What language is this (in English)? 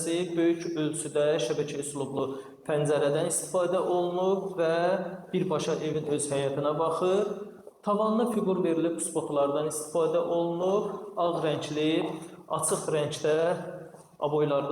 Azerbaijani